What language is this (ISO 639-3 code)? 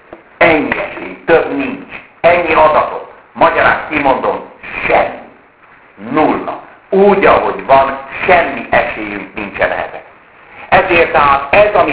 hun